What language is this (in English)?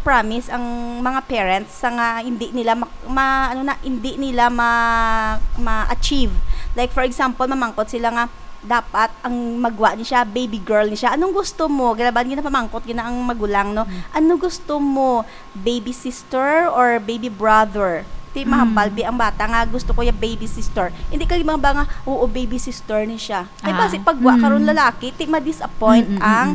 Hiligaynon